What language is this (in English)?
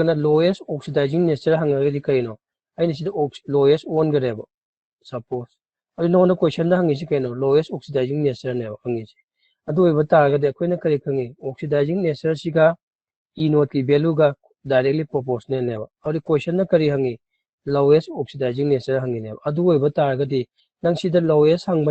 Manipuri